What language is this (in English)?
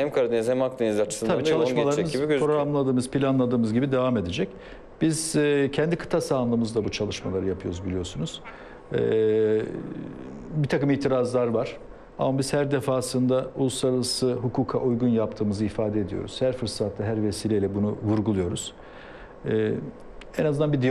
Turkish